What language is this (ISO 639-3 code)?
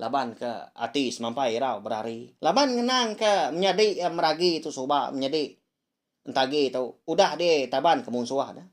iba